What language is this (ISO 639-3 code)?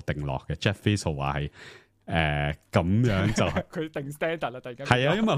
yue